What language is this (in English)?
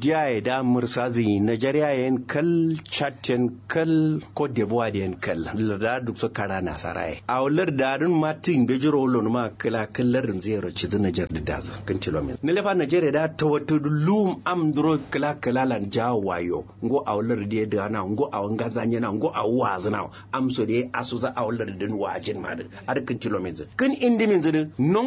Kanuri